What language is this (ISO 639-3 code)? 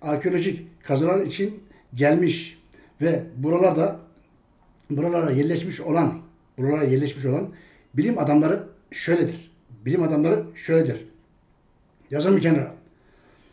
tur